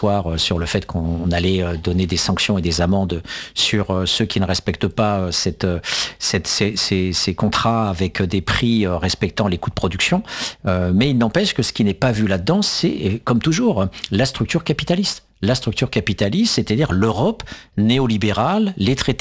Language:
French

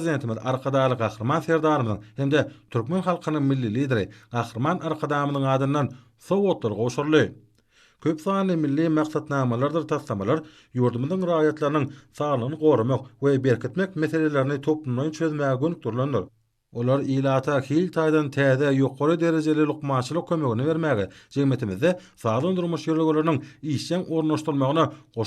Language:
Turkmen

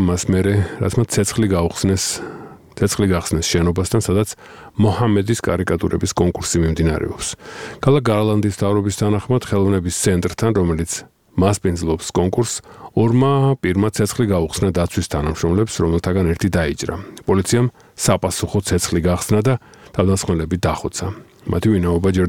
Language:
Georgian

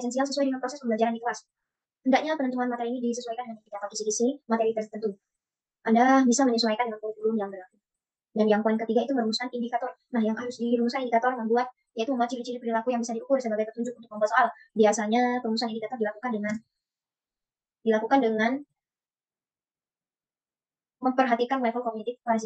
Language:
Indonesian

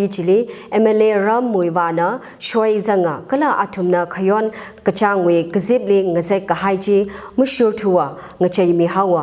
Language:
Tangkhul Naga (India)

